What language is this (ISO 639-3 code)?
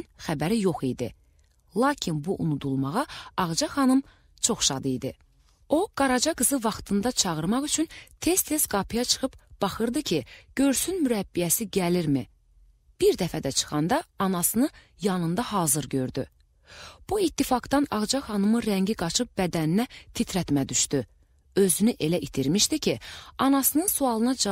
aze